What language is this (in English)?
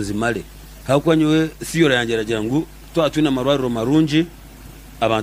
Nyankole